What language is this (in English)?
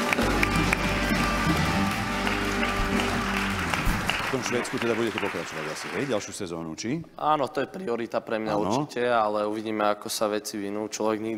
Slovak